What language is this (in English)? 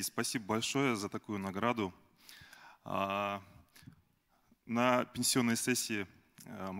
Russian